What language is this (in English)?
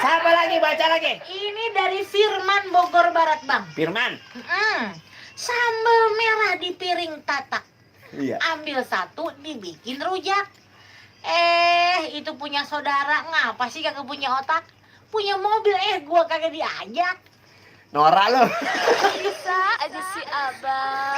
Betawi